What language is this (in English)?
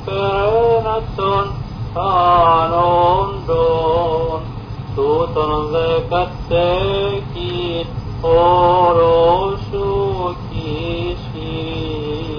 Greek